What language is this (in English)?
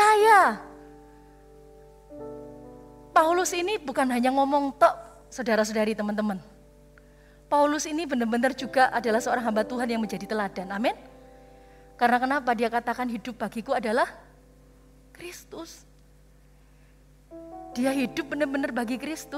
Indonesian